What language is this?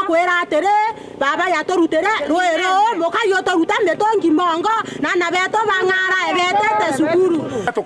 Meru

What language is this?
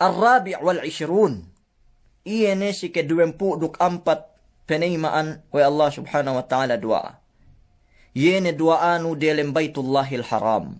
Yakan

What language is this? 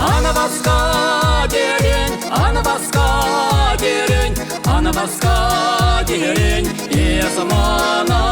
Chuvash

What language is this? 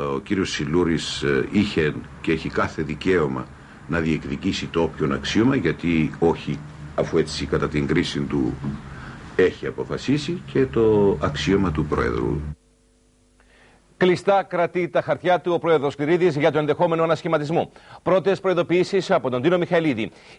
Greek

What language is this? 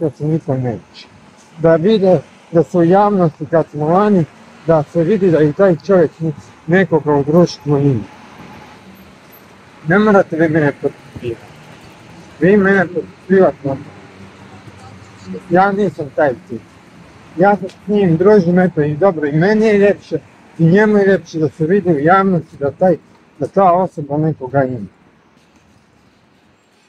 Croatian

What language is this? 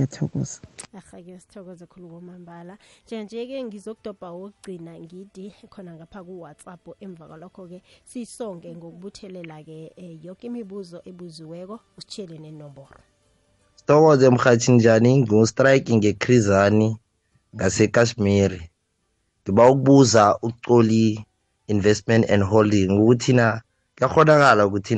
South Ndebele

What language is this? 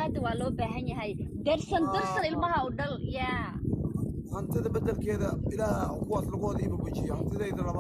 Somali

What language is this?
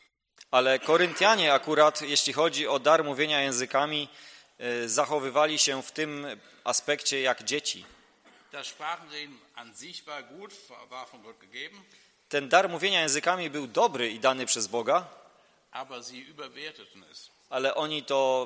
Polish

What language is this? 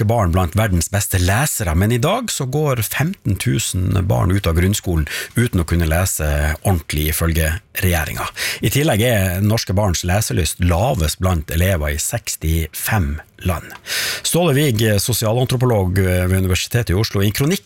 Norwegian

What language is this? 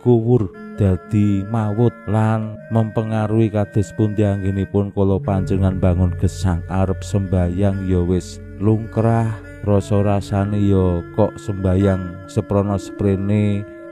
Javanese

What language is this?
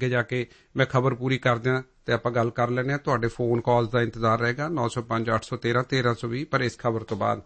Punjabi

